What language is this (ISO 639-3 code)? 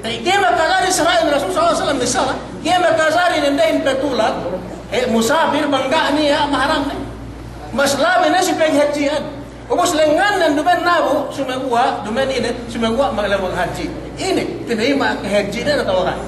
yka